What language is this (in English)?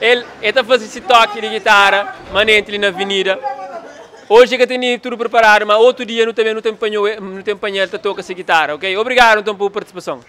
Kabuverdianu